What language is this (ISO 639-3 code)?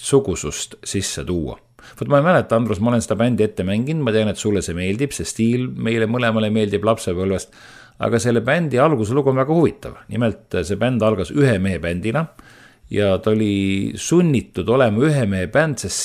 est